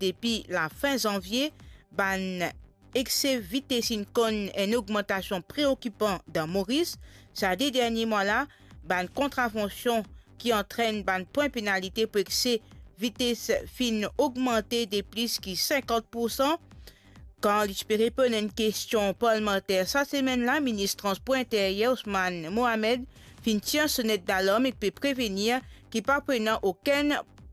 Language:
Morisyen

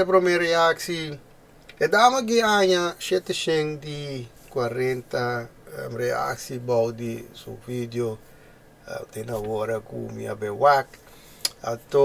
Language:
Papiamento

